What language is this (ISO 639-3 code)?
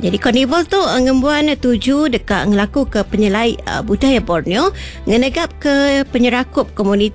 iba